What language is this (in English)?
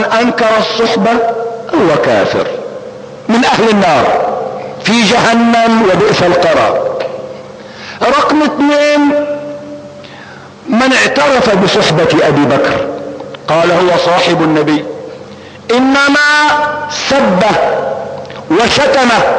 Arabic